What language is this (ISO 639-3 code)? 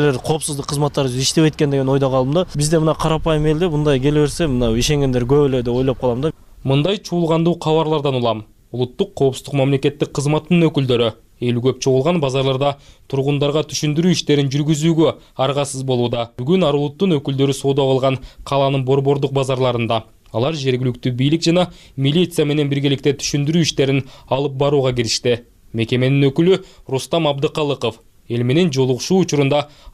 kir